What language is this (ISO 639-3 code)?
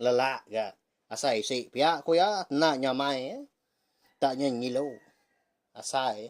iba